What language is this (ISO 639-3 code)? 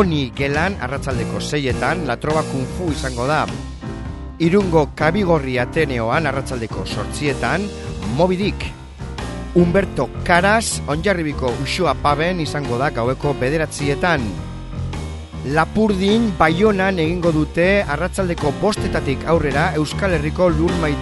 eus